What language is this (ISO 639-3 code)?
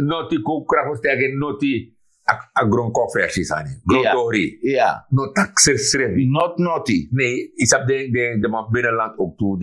srn